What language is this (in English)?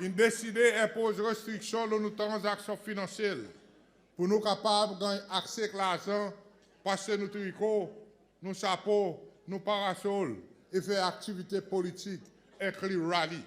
Seselwa Creole French